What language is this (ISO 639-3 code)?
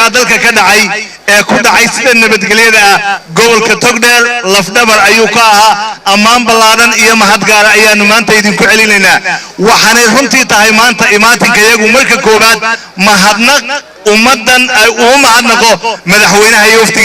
som